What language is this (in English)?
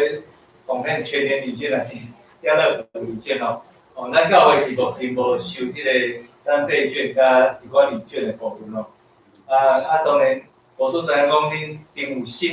Min Nan Chinese